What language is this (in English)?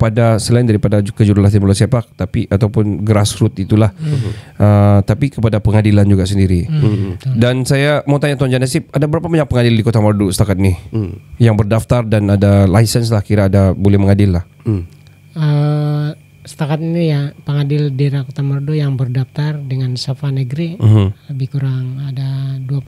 Malay